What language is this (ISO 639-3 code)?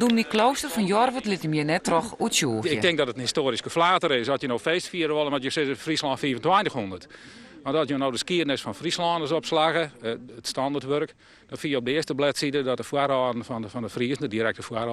fry